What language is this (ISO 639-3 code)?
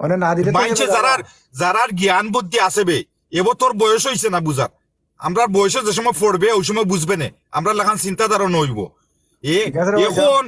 syl